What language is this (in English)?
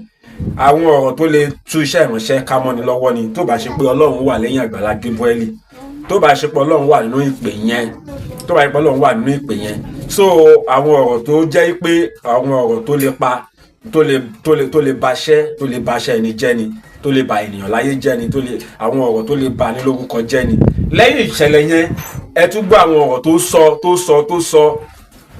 Yoruba